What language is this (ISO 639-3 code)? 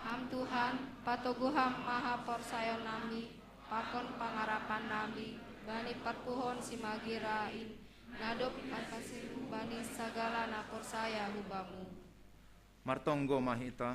bts